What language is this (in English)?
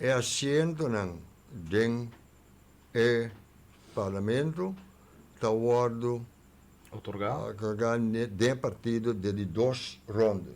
Papiamento